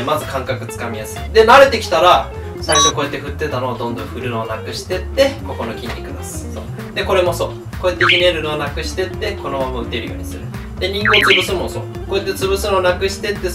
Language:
Japanese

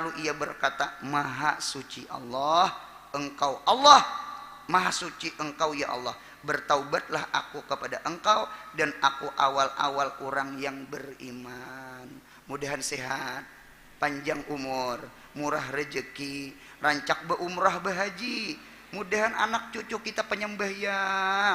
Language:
Banjar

